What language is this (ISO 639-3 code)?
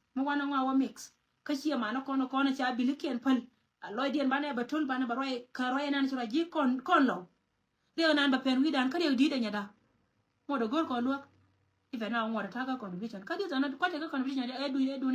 nus